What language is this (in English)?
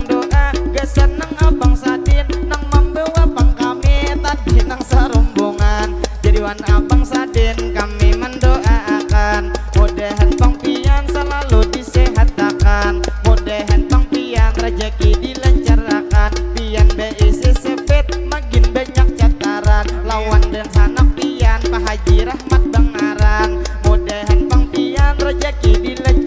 Banjar